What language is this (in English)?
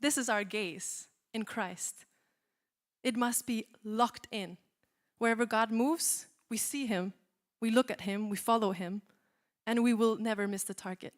English